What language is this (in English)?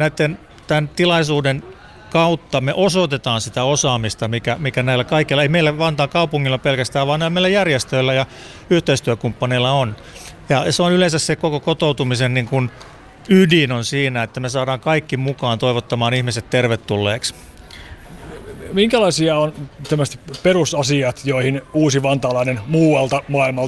Finnish